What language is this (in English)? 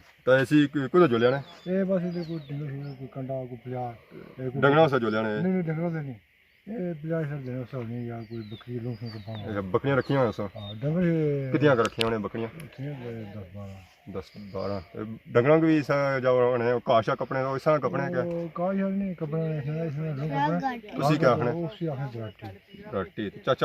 Pahari-Potwari